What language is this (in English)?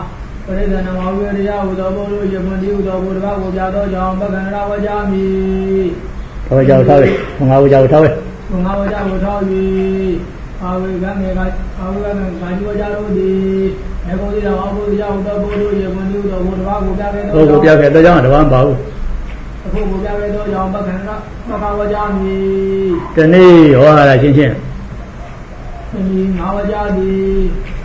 Burmese